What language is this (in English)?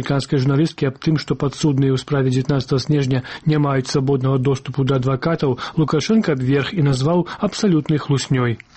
Belarusian